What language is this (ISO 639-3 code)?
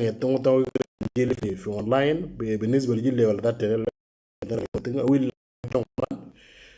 mor